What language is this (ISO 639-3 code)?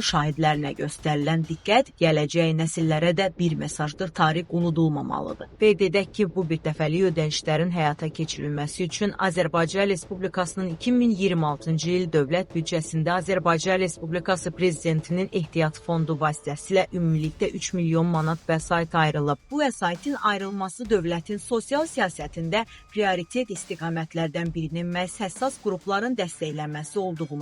aze